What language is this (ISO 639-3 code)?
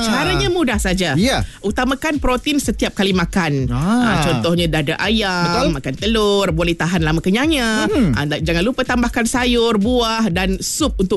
msa